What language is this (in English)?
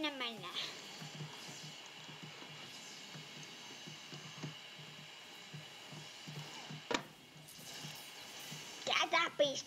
Finnish